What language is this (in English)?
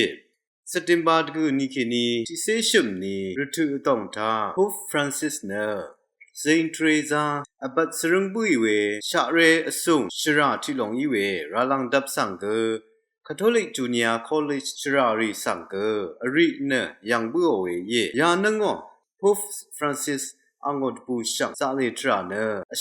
Rawang